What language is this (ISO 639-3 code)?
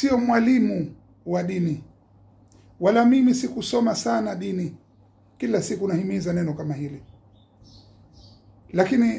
swa